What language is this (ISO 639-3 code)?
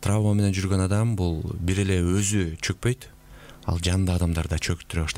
kir